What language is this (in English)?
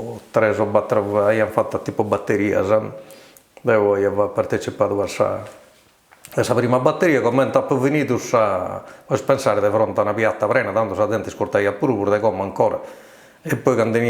Sardinian